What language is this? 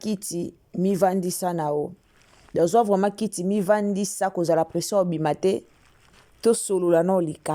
Lingala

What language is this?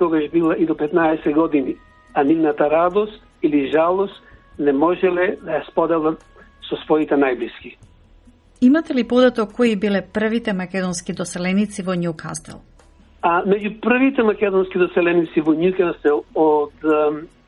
Macedonian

